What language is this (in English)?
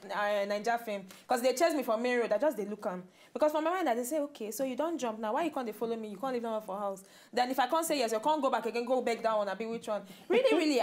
Nigerian Pidgin